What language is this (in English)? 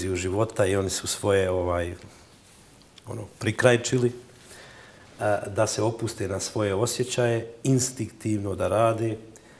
Bosnian